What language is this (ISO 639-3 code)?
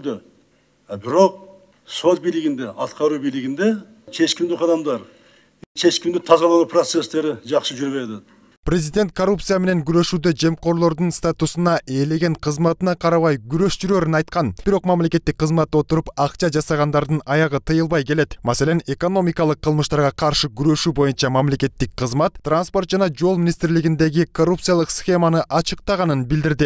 kir